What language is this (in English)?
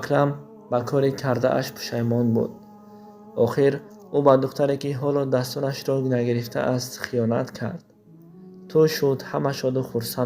Tajik